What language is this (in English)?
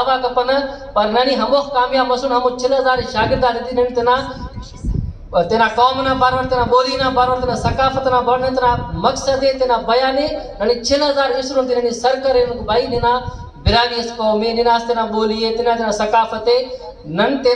Brahui